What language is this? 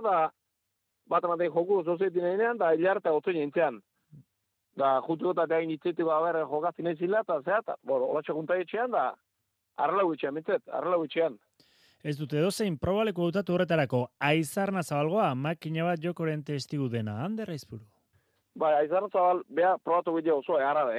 Basque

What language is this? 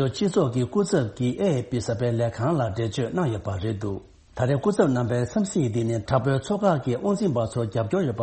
Tibetan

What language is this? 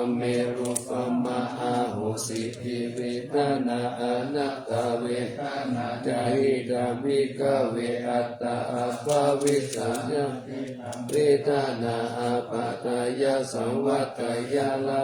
Pali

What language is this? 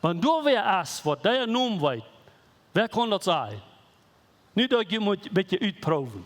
Plautdietsch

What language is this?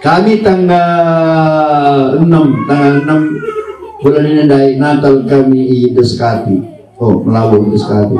Batak Karo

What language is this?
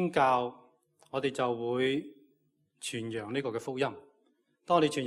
Cantonese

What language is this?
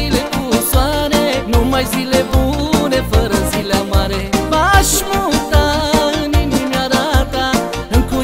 Romanian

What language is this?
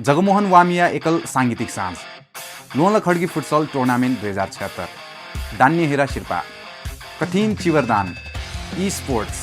Newari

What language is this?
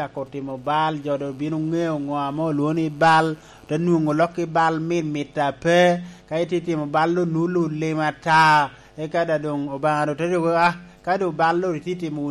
Lango (Uganda)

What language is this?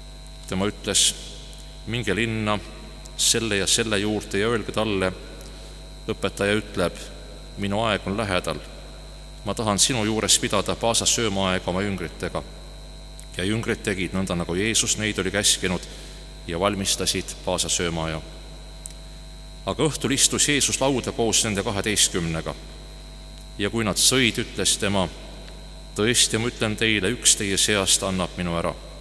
Estonian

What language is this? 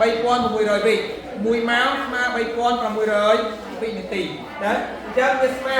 Khmer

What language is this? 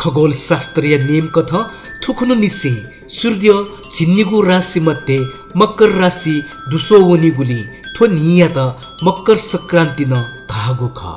Newari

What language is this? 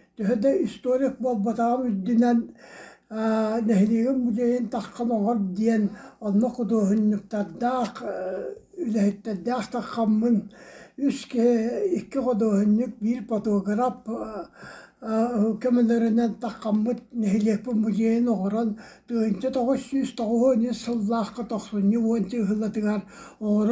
Yakut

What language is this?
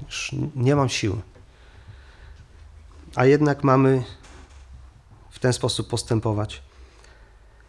Polish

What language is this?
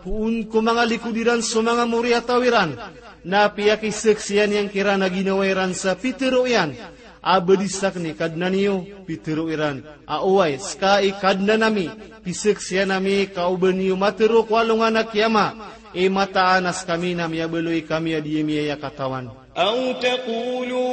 Maranao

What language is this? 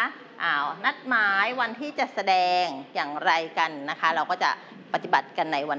Thai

